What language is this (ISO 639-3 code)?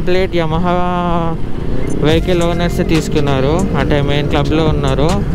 tel